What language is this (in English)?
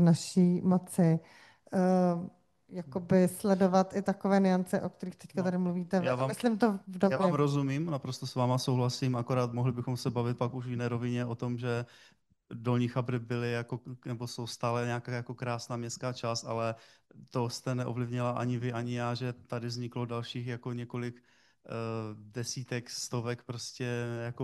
Czech